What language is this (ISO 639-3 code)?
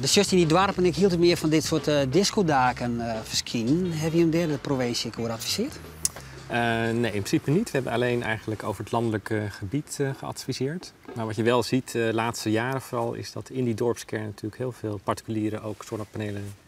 fry